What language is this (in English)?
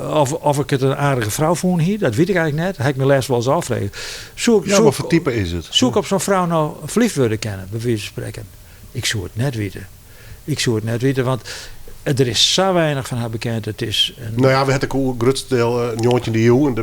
Western Frisian